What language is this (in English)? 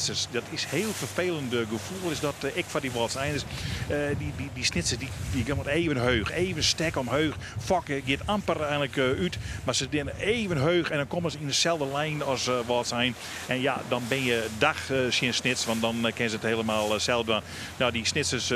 Western Frisian